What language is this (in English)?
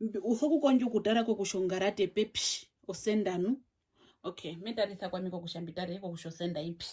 Herero